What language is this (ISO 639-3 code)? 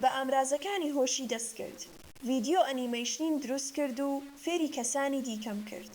ckb